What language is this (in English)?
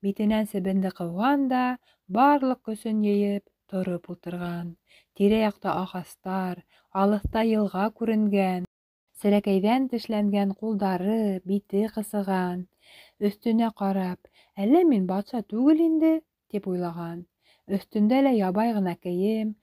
Bashkir